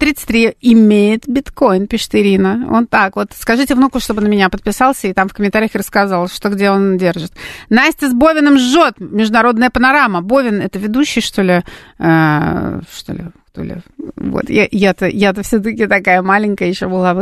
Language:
Russian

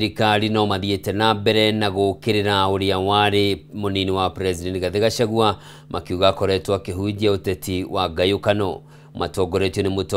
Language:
Kikuyu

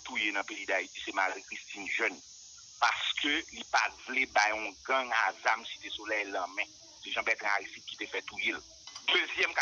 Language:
Haitian Creole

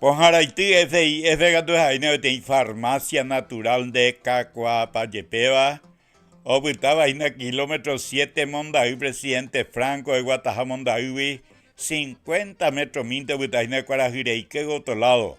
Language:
Guarani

